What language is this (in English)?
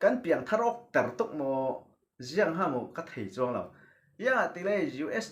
Falam Chin